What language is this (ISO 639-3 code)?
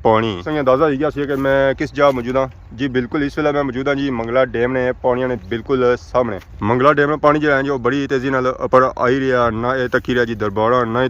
phr